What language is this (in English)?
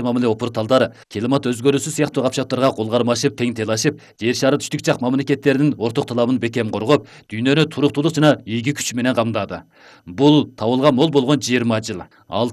Kyrgyz